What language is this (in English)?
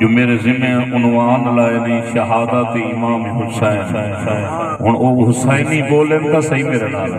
Saraiki